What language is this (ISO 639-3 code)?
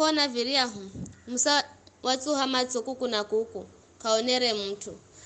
nyf